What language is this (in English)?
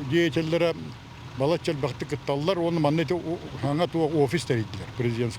Yakut